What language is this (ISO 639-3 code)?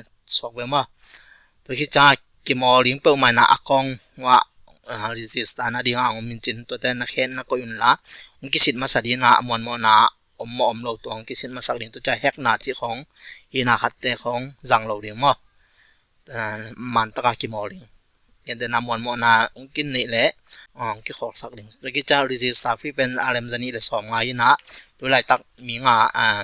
ctd